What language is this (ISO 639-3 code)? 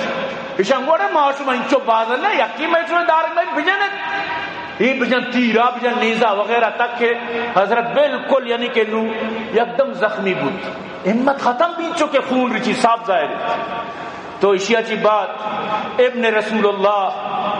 bgp